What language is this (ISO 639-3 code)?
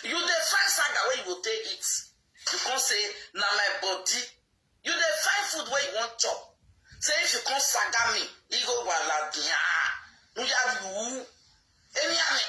pcm